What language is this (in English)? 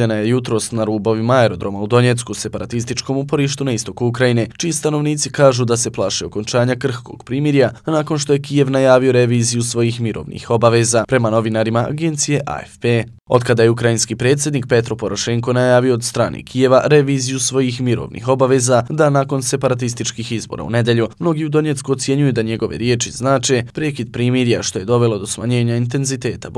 Bosnian